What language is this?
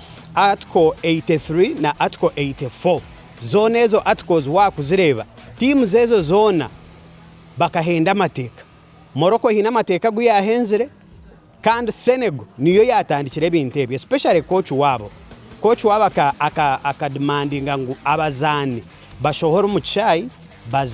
Nyankole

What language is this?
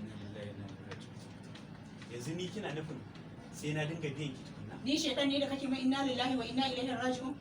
Hausa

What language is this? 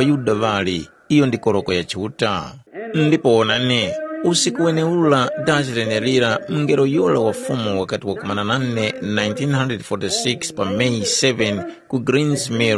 Tumbuka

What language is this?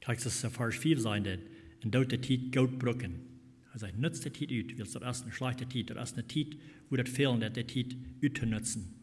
Plautdietsch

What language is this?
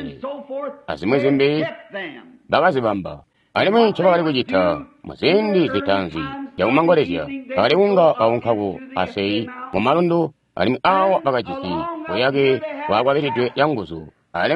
Tonga (Zambia)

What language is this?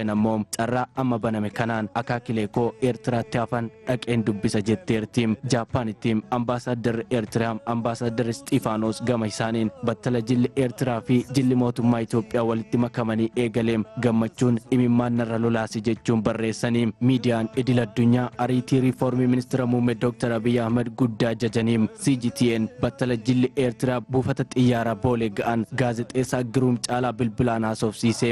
Oromo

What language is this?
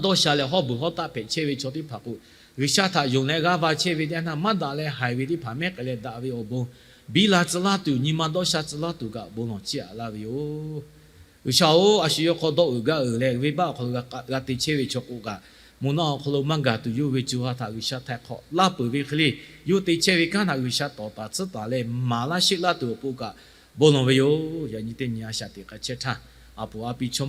Lahu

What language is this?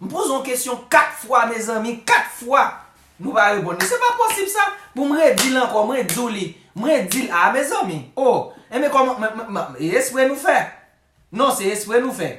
Haitian Creole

